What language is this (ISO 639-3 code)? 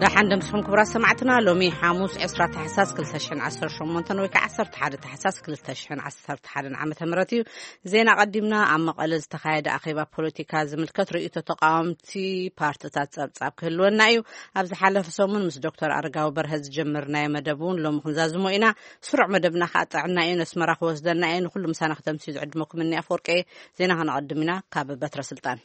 tir